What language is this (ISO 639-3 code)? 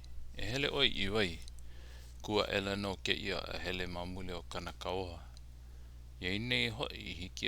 haw